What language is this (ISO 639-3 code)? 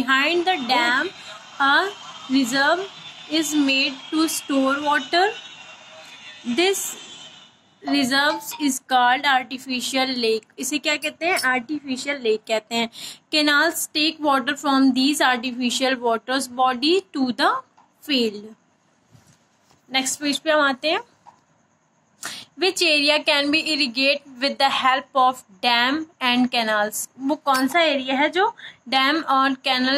hin